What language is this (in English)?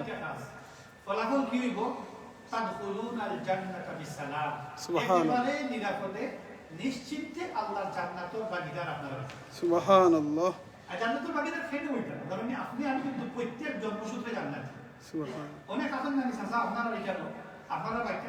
Sylheti